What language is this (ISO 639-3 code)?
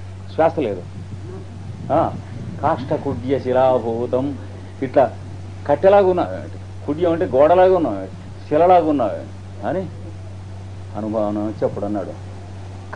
tel